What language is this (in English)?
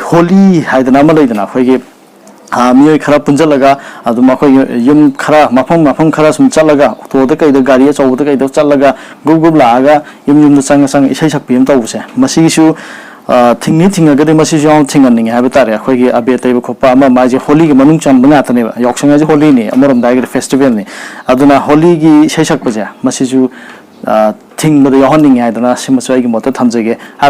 Manipuri